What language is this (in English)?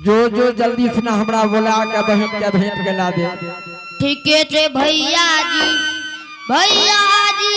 Angika